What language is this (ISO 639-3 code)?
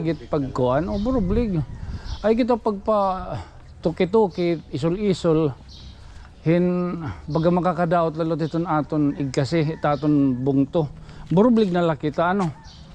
war